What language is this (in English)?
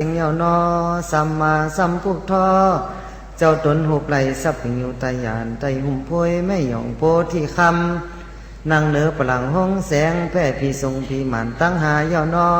Shan